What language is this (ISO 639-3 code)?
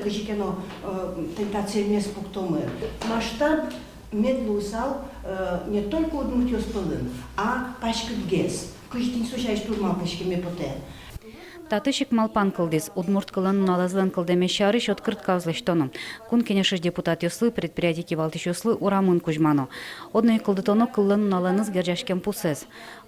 udm